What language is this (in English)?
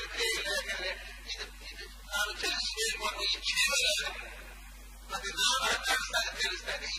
Kannada